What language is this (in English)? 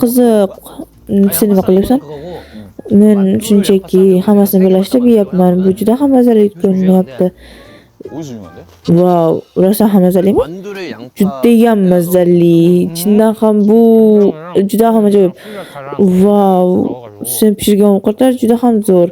Uzbek